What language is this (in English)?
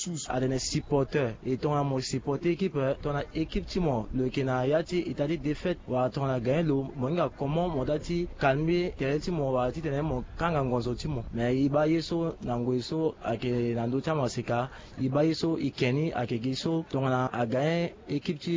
Sango